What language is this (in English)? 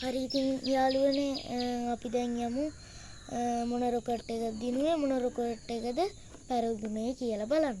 Sinhala